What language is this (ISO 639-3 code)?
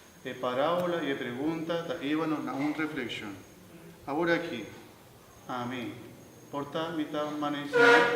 pap